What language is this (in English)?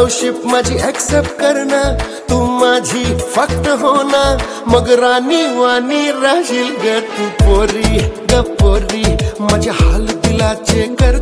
Marathi